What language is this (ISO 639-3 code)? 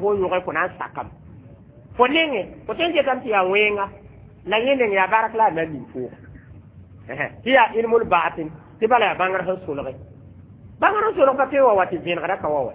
mos